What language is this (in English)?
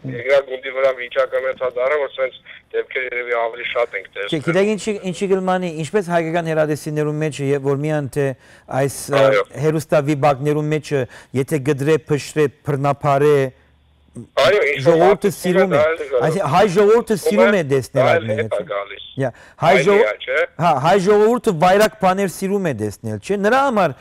Western Armenian